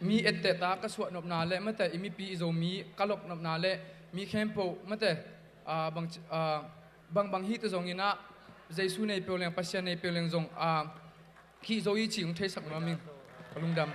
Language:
Tedim Chin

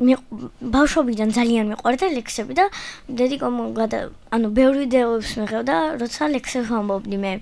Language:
Georgian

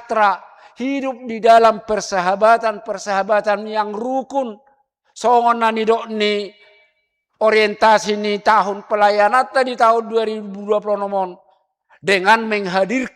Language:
Batak Toba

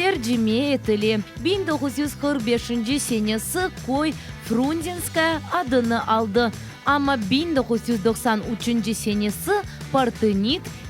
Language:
Crimean Tatar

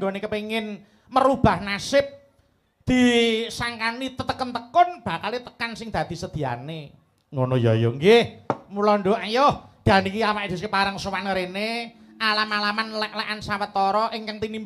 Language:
Javanese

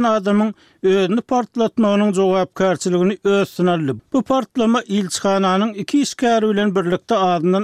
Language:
Turkmen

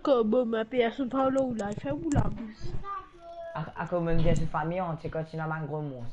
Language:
Morisyen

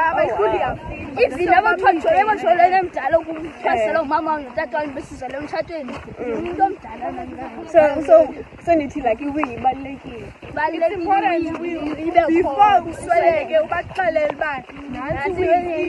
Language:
Xhosa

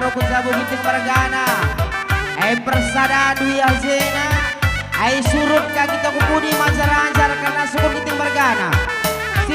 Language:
Batak Karo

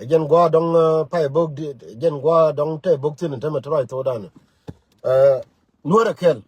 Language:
Nuer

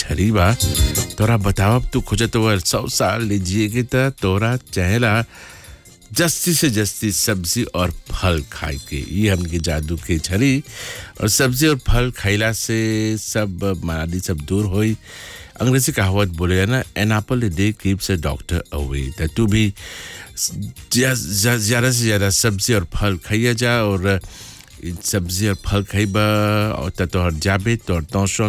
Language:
Bhojpuri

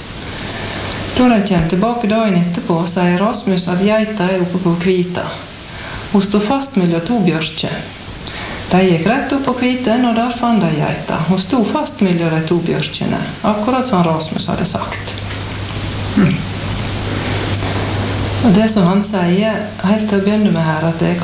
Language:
Norwegian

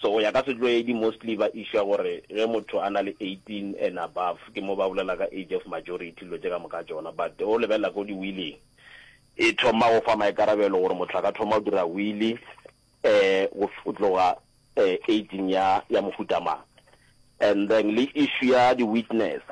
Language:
Northern Sotho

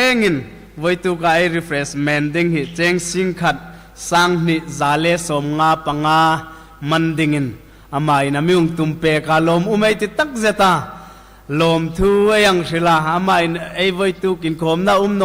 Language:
Hmar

